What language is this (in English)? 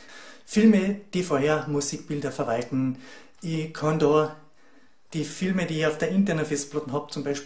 German